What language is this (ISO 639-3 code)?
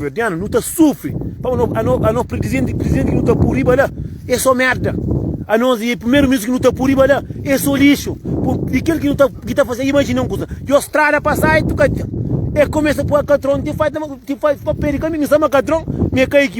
kea